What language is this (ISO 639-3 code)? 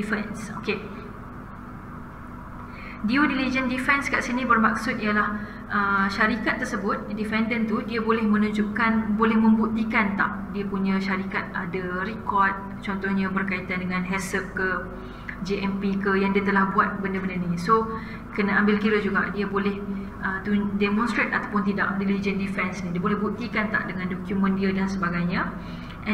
msa